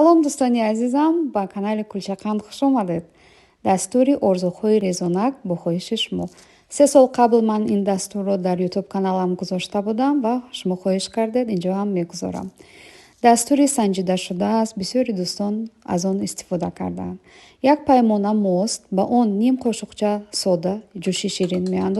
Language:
Tajik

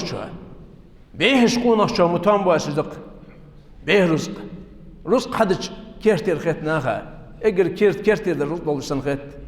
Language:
Ingush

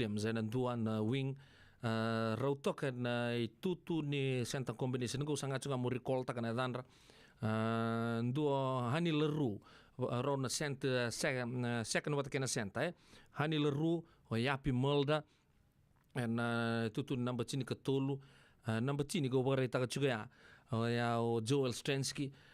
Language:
Fijian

